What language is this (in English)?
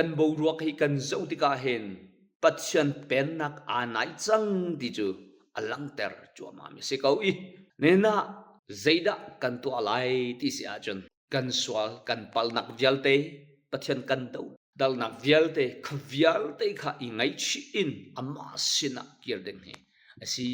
Hakha Chin